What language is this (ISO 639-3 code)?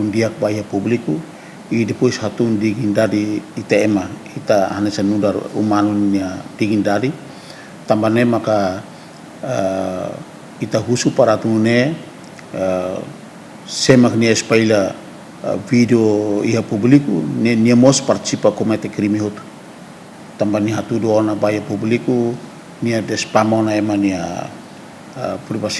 tet